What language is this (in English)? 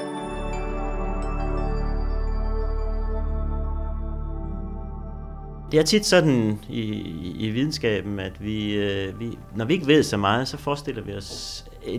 Danish